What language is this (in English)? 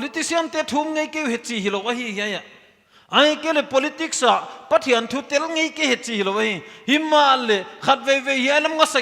Paite Chin